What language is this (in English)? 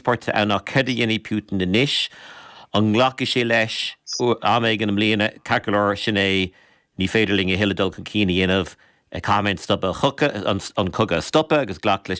Irish